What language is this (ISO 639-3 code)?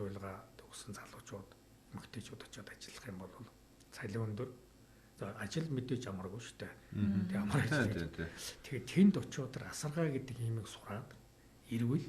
mon